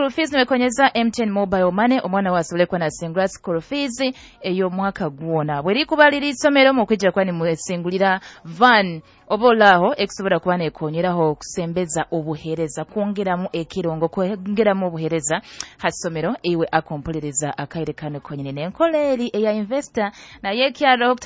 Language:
Nyankole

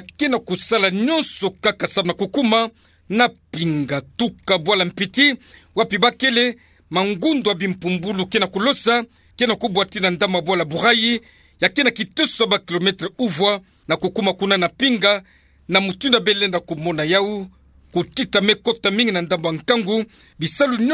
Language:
Kituba (Democratic Republic of Congo)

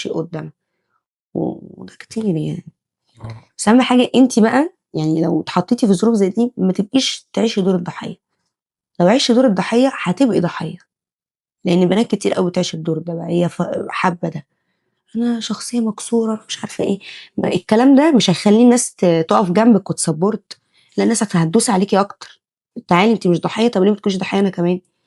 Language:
Egyptian Arabic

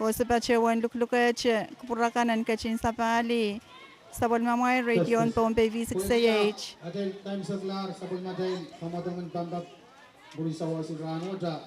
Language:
Pohnpeian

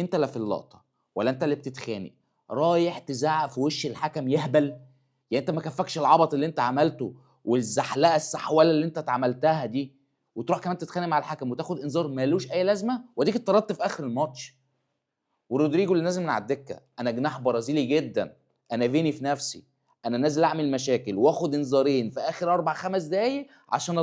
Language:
Egyptian Arabic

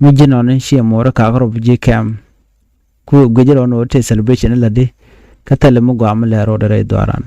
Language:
Nuer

